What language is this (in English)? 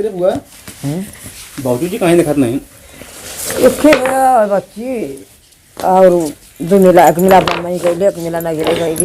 Awadhi